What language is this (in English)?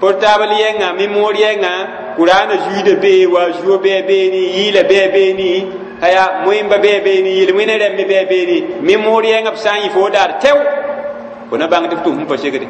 Mossi